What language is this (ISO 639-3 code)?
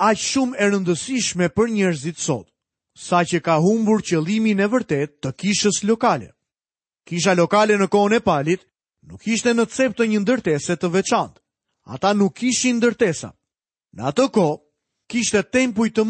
sqi